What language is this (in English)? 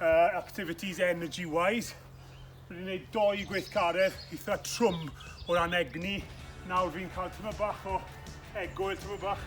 Welsh